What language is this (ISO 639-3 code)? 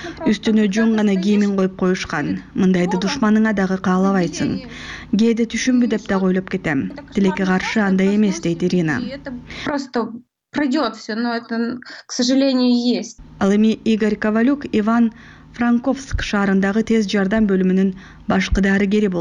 kir